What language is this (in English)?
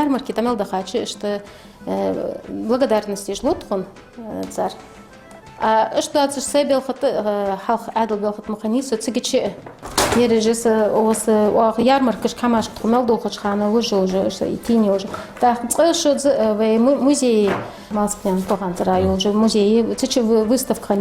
Ingush